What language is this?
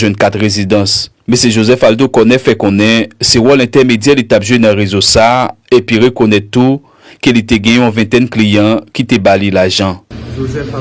Haitian Creole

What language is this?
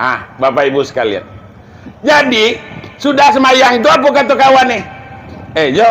Minangkabau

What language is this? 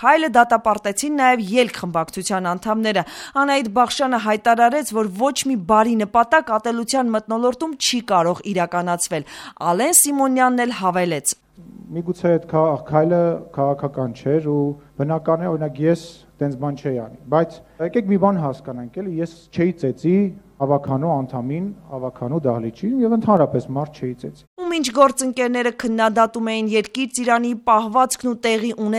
Armenian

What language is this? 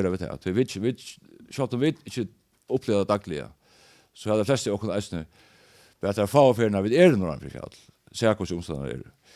Faroese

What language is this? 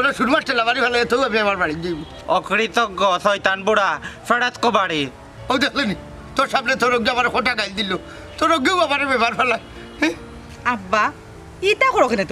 Sylheti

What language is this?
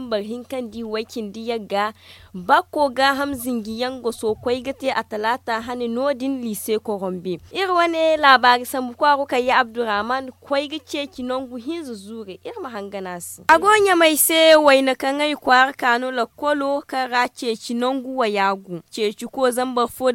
Zarma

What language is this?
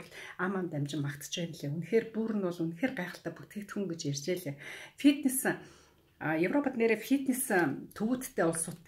Mongolian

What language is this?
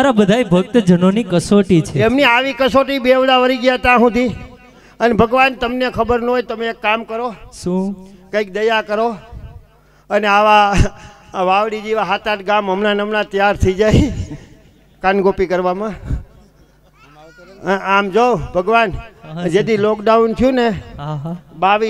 Gujarati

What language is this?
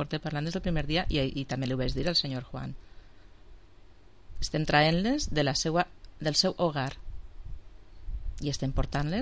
Catalan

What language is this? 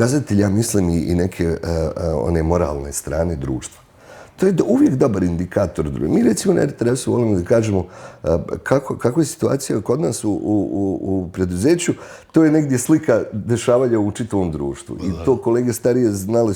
Bosnian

